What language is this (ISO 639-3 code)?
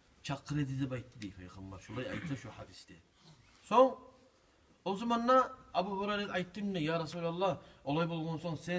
kum